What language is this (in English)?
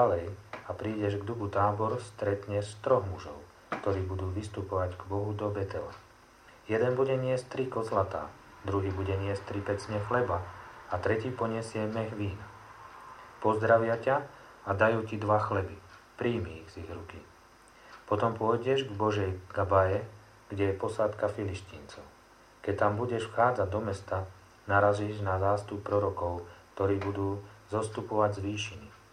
Slovak